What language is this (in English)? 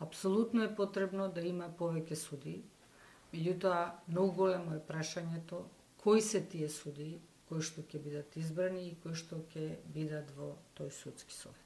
Macedonian